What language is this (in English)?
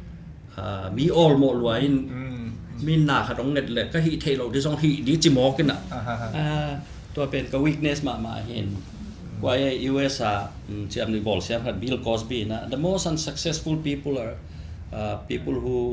Tedim Chin